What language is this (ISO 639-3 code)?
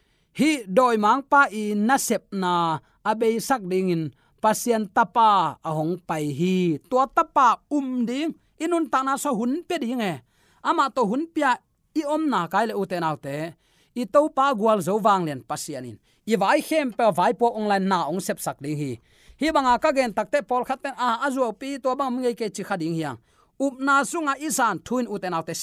ctd